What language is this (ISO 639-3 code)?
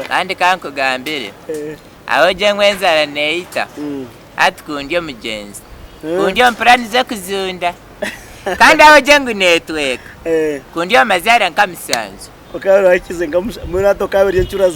nyn